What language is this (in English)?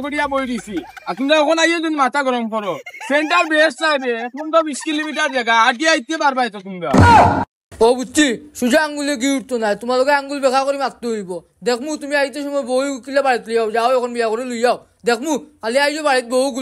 Sylheti